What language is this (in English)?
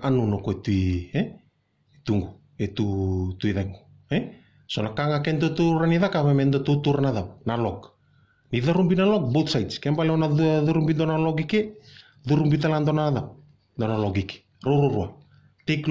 Fijian